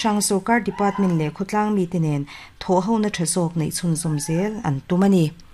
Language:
Mizo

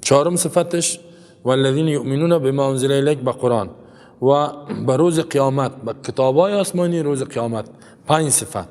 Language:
Persian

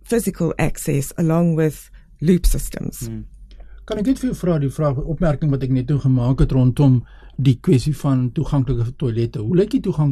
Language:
Afrikaans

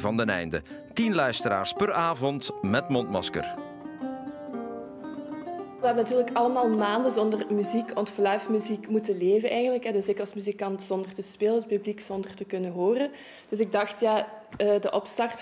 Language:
Dutch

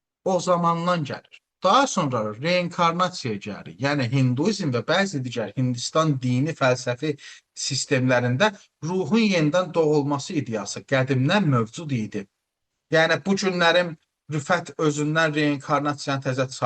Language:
Azerbaijani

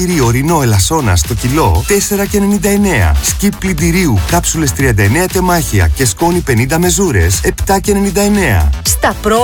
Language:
Greek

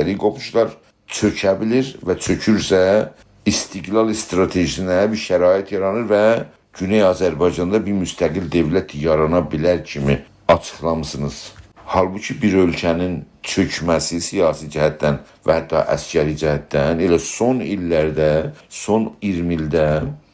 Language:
South Azerbaijani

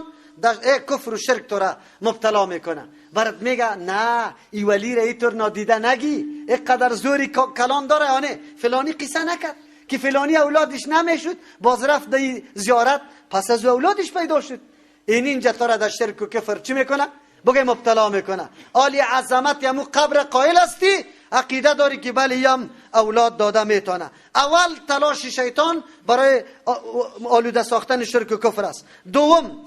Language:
Persian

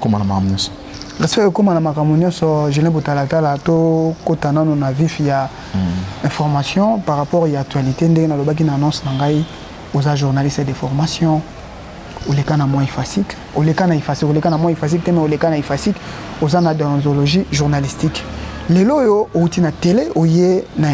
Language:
Lingala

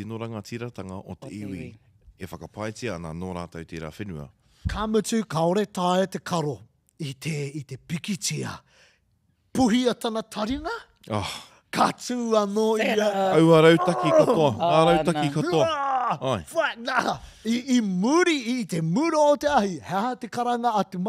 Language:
Māori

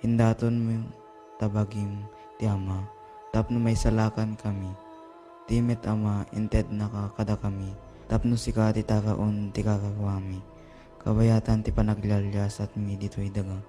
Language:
Iloko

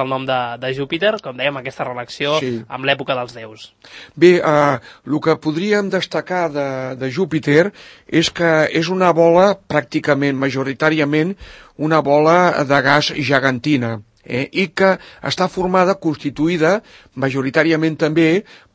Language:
Catalan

